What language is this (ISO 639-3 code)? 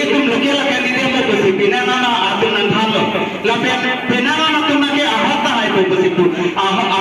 mjw